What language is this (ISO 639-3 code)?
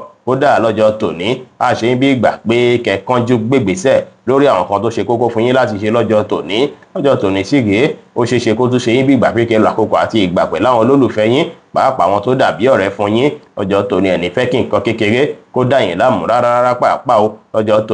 yor